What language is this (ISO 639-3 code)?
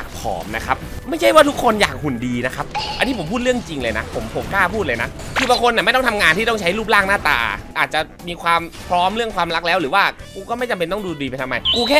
tha